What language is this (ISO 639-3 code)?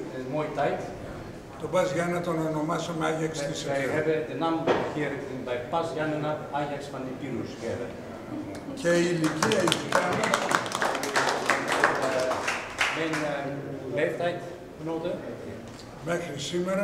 ell